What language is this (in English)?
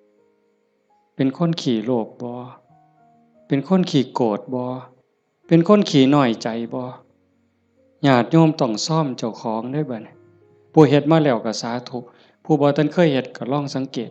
Northeastern Thai